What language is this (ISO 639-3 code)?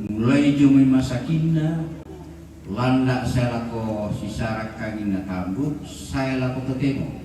sda